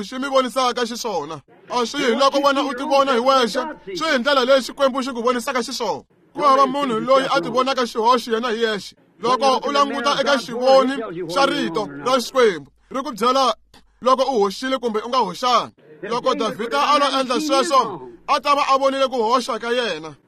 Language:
Tsonga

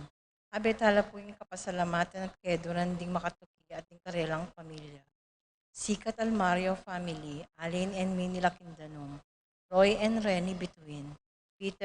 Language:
Pampanga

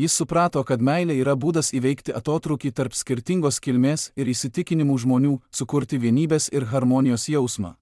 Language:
Lithuanian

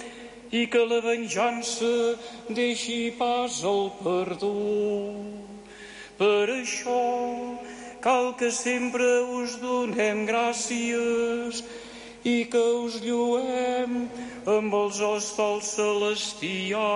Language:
Catalan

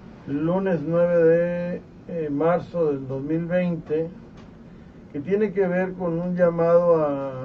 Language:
Spanish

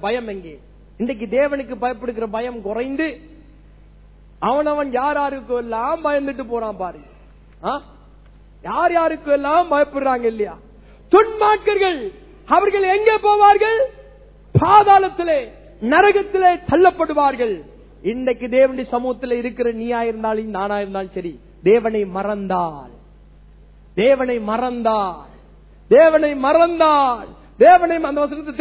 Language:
Tamil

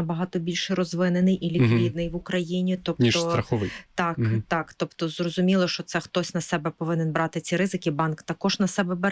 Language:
Ukrainian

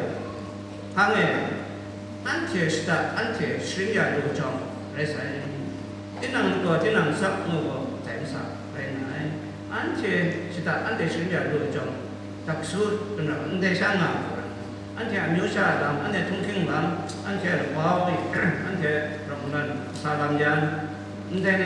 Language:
Kachin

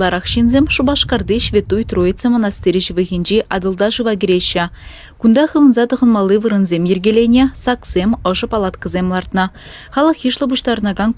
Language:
Chuvash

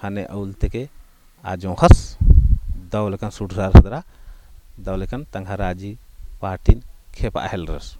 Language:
Kurukh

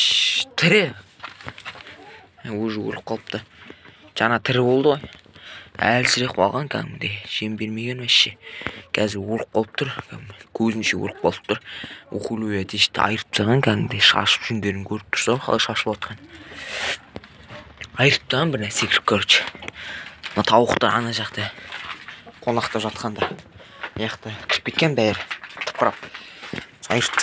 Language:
Kazakh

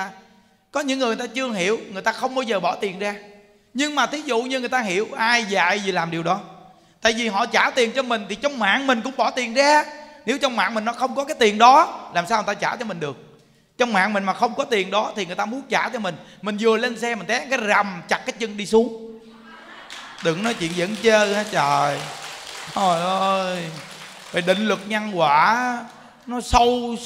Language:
Vietnamese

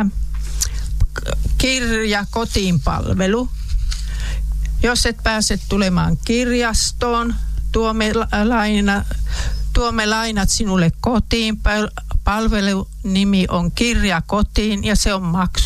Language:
Finnish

